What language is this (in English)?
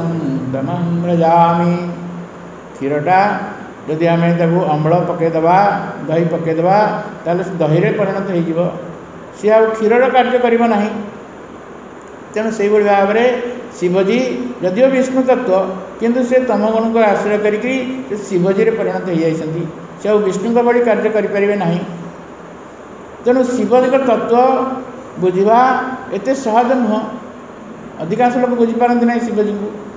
Odia